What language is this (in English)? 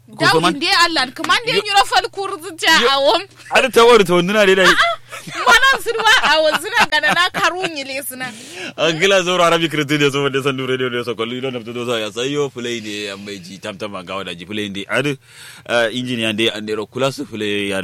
Kanuri